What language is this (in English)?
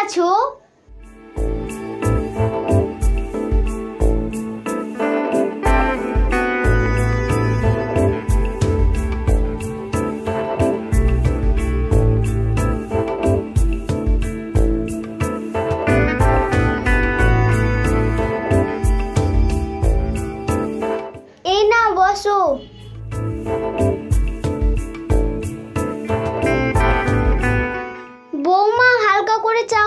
Bangla